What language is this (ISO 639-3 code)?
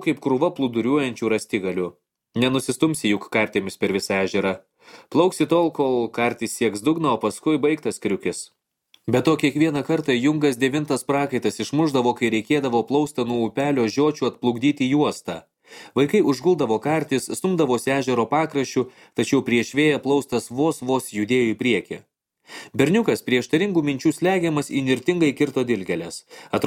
lit